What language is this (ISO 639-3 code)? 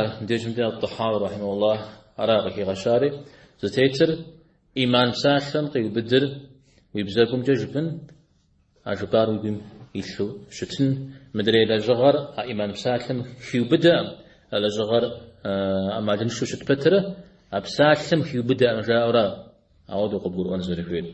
kbd